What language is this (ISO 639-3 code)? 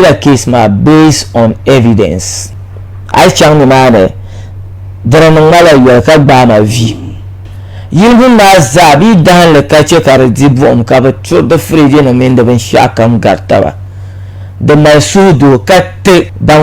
dag